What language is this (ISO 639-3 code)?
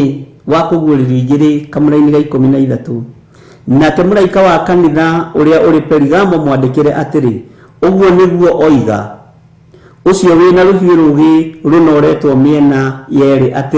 kik